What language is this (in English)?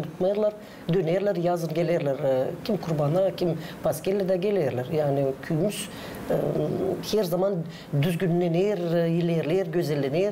Gagauz